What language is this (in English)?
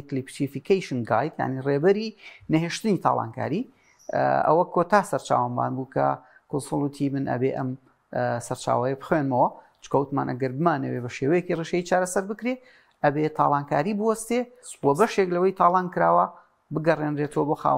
Central Kurdish